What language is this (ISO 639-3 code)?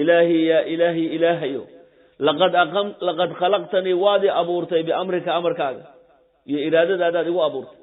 som